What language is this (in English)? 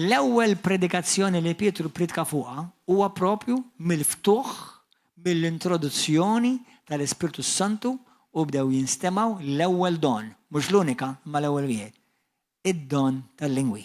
Maltese